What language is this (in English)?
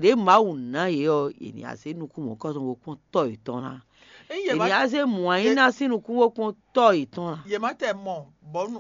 Fon